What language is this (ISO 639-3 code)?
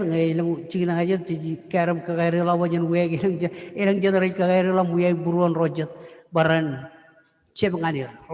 mah